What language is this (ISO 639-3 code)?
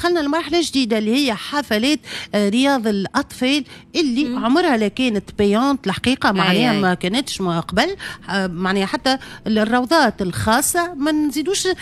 aeb